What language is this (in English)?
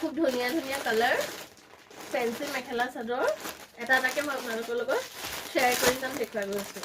Assamese